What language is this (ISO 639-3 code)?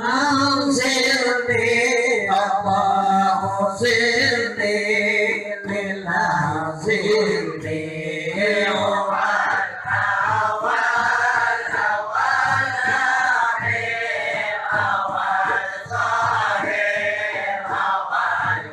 bjn